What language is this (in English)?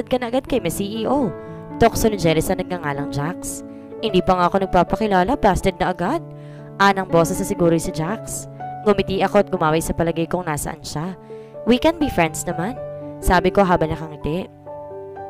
Filipino